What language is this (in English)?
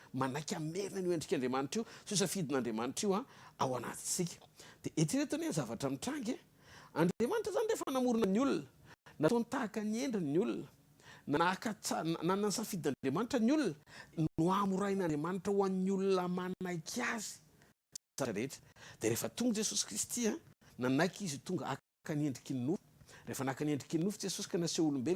Malagasy